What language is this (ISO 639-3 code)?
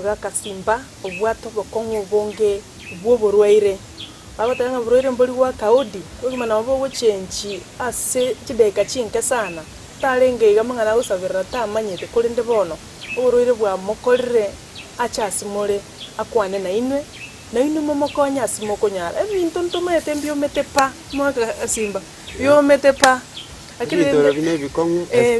guz